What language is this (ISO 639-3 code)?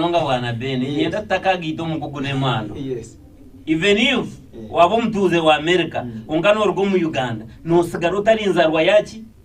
nyn